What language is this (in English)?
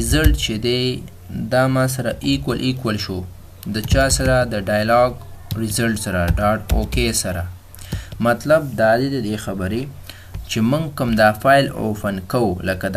Pashto